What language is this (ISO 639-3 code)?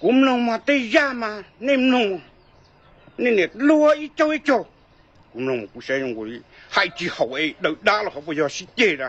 hmn